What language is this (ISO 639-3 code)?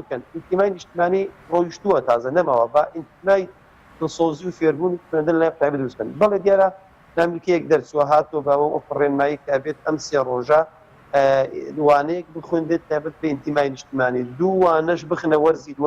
ckb